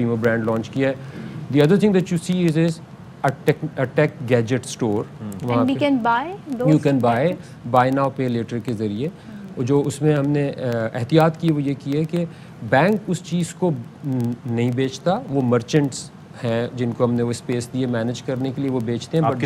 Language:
Urdu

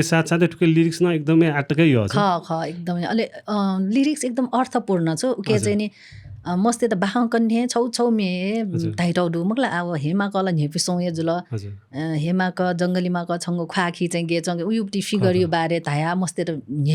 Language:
Newari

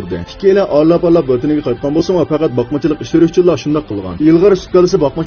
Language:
Uyghur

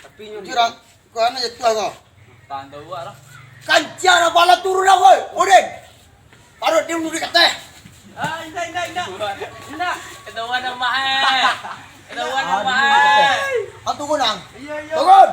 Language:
Minangkabau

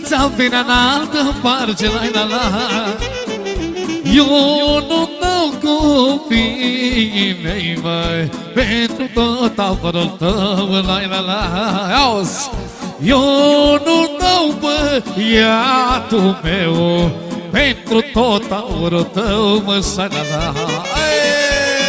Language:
Romanian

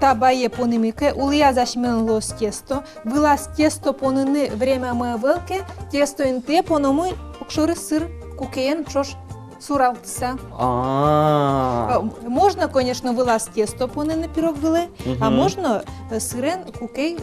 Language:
Udmurt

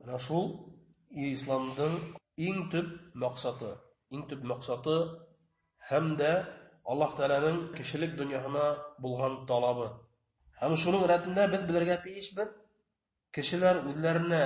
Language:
Bashkir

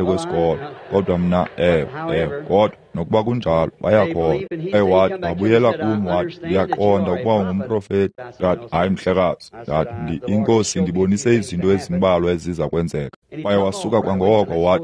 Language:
Xhosa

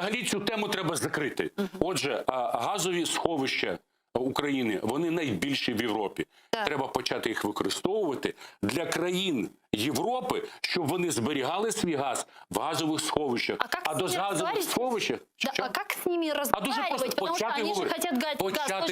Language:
Crimean Tatar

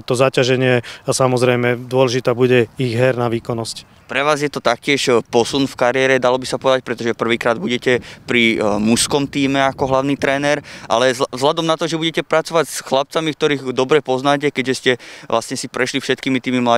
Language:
Slovak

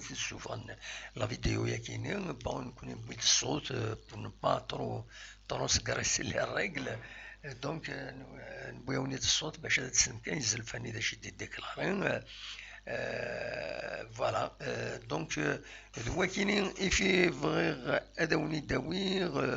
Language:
Kabyle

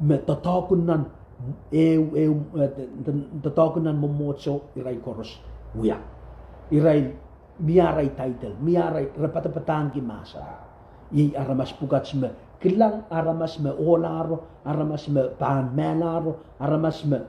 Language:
Pohnpeian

